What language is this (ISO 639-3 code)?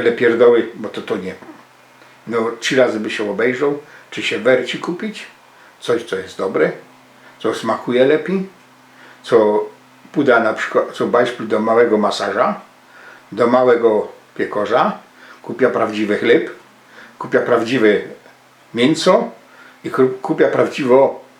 szl